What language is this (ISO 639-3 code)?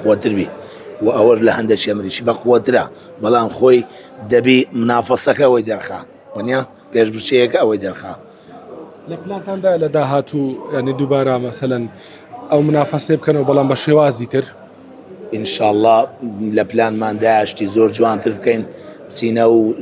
ckb